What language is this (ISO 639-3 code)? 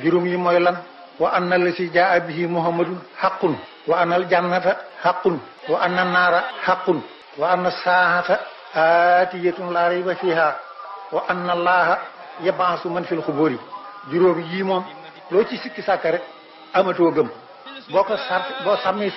wol